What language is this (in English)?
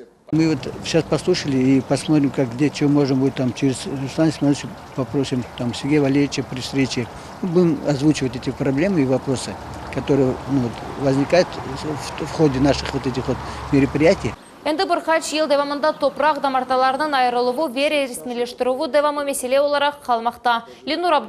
Crimean Tatar